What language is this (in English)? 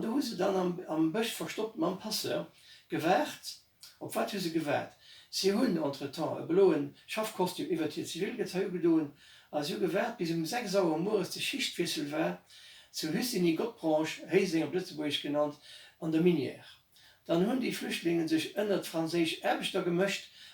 Luxembourgish